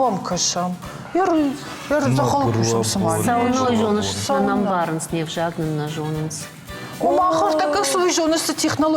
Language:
Ossetic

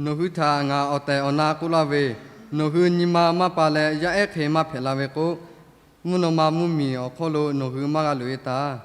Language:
Lahu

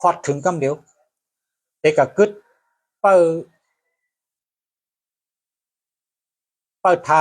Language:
Shan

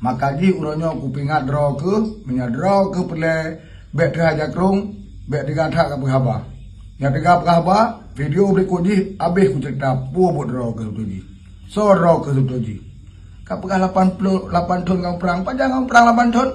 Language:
Achinese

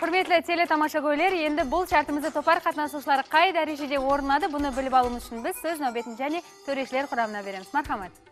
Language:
Kara-Kalpak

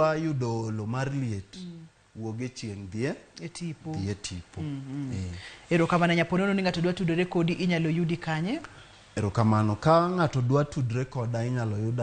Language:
Luo (Kenya and Tanzania)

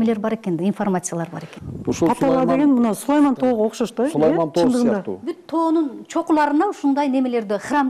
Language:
Kyrgyz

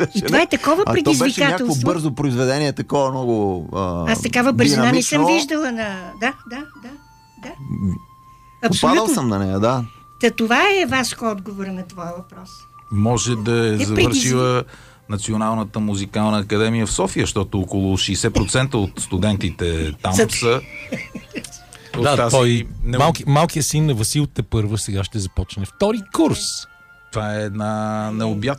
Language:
Bulgarian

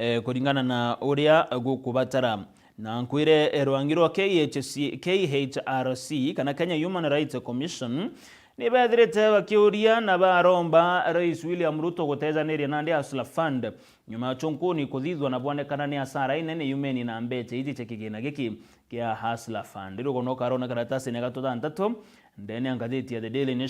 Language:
Meru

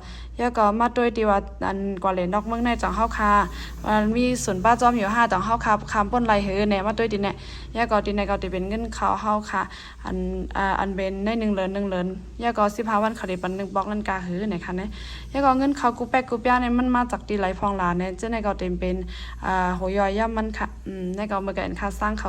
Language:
Shan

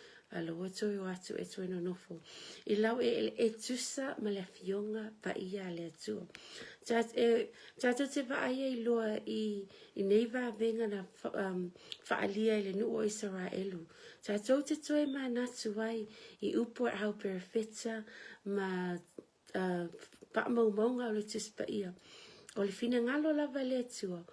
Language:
Samoan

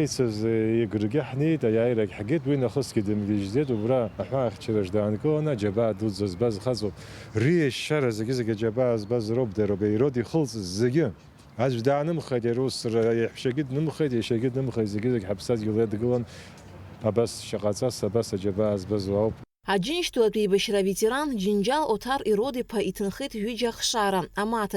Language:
Abkhazian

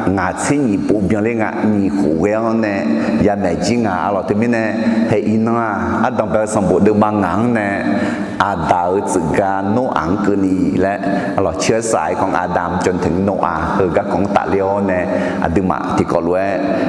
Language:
Akha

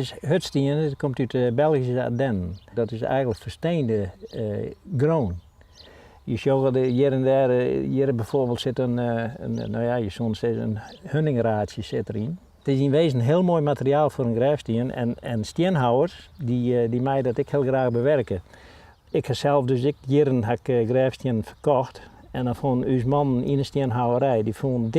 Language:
Western Frisian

